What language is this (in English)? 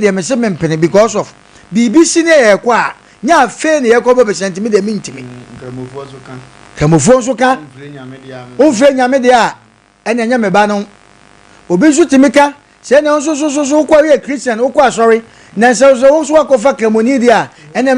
Akan